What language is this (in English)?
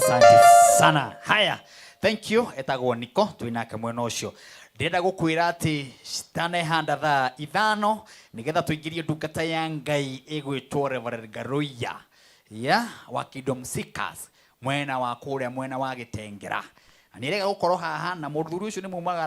Kikuyu